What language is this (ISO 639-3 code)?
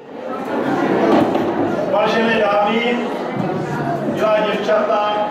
ces